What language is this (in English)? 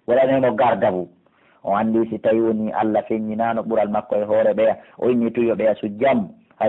Pular